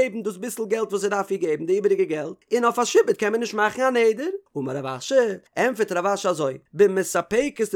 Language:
Yiddish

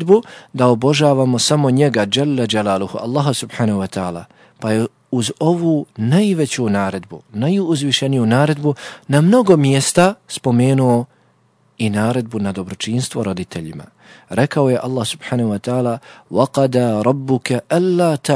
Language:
Bosnian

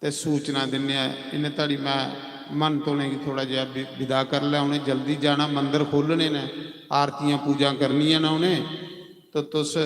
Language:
Dogri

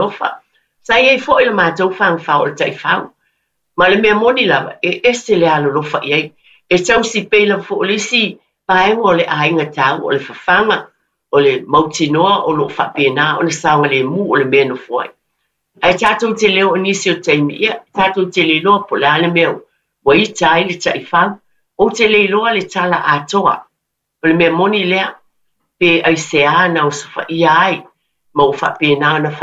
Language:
Samoan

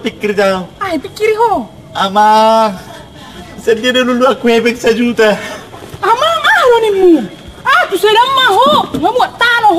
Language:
Batak Toba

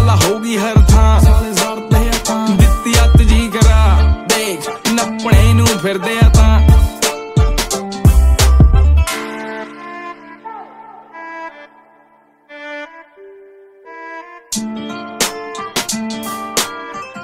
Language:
Punjabi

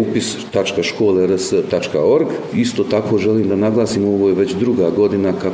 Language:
Bosnian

